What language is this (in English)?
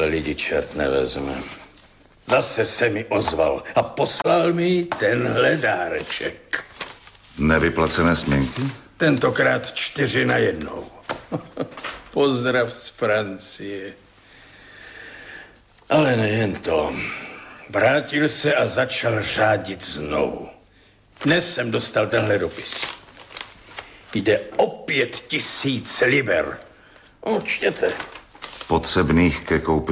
Czech